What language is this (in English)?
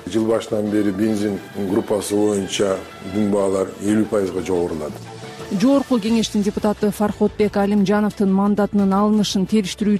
Kyrgyz